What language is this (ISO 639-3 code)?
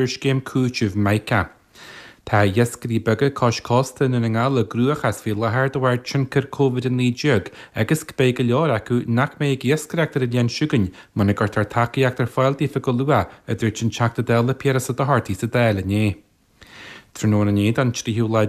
gle